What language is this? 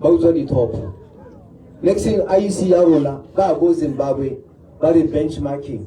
Tswana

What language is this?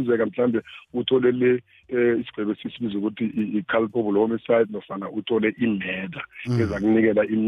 South Ndebele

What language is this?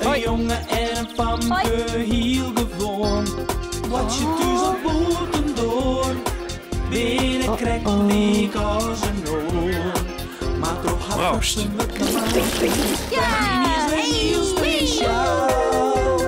Western Frisian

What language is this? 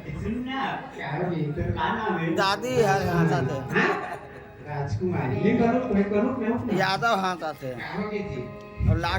Chhattisgarhi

